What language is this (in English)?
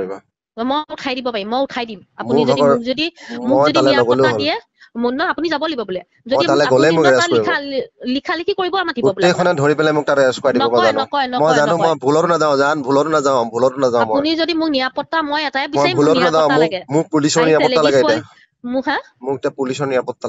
Assamese